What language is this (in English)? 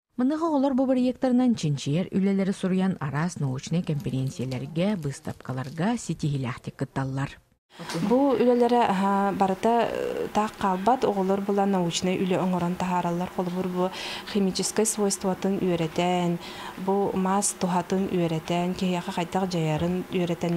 Yakut